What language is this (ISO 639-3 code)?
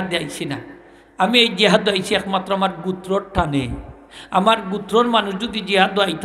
syl